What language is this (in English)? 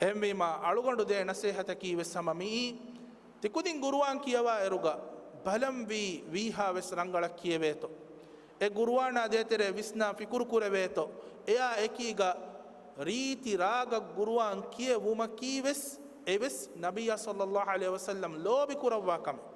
Divehi